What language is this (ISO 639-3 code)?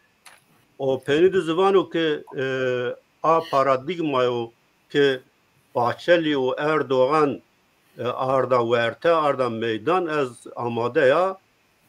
zza